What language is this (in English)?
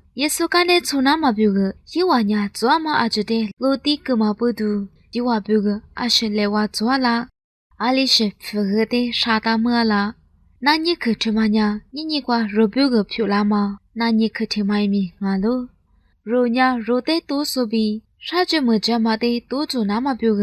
Lisu